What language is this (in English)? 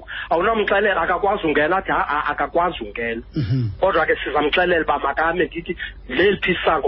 Xhosa